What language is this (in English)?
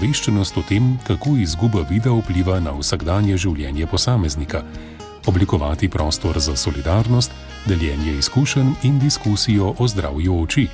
Slovenian